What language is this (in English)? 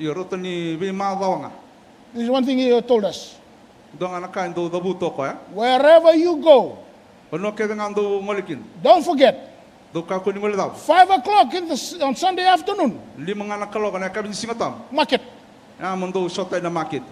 Fijian